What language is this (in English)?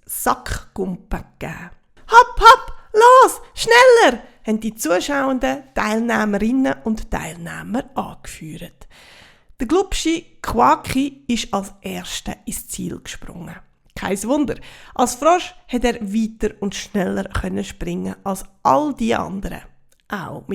Swiss German